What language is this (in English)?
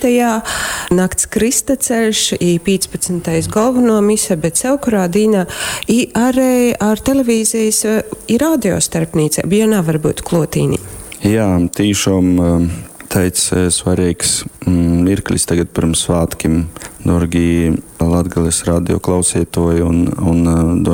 Latgalian